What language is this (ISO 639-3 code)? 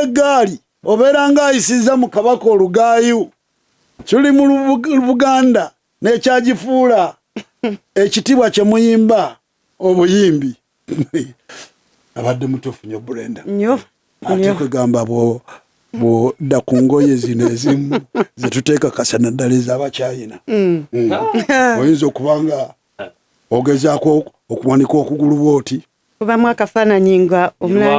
lug